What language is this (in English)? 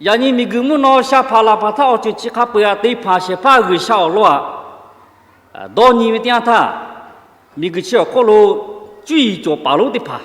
Lahu